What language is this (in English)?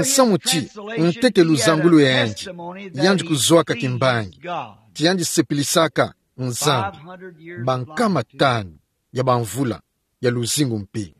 Kituba (Democratic Republic of Congo)